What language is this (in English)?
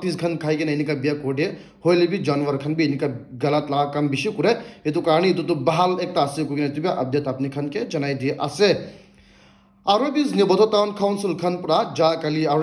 Naga Pidgin